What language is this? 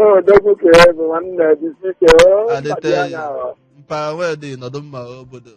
Igbo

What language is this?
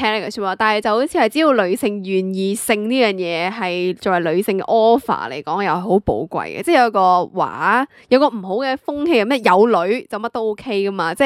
Cantonese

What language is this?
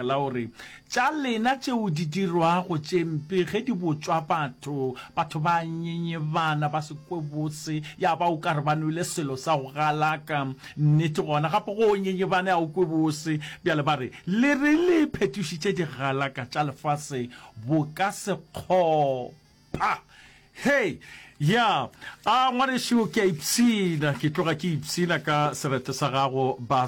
Northern Sotho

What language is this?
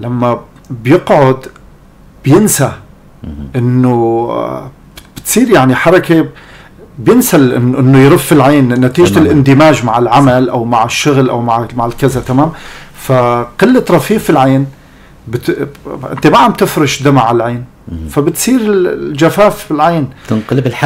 North Levantine Arabic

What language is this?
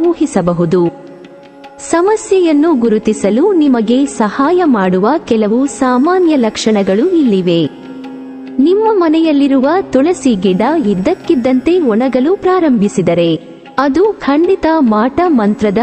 Kannada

